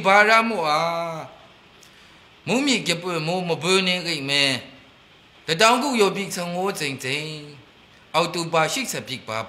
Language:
Maru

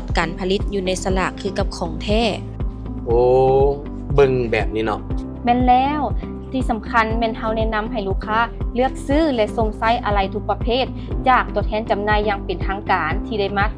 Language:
Lao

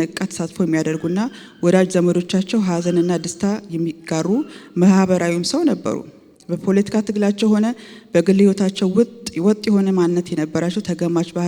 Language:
Amharic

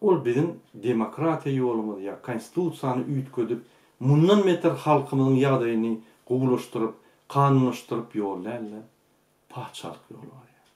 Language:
Turkmen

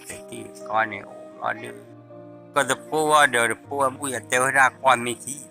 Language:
S'gaw Karen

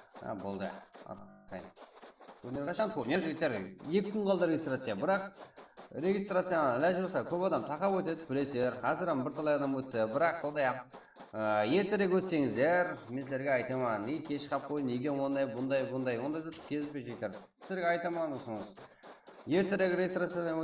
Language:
Kara-Kalpak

